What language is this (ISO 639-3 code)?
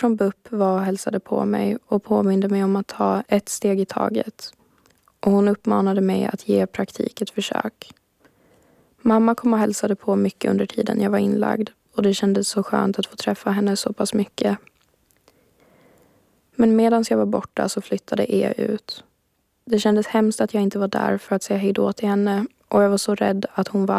swe